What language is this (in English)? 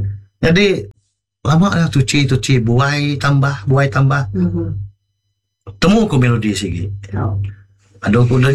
Iban